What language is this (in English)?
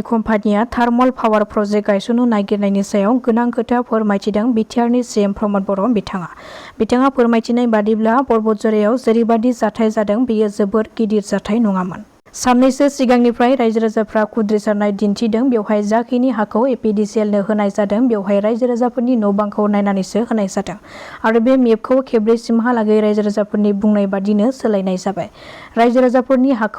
Bodo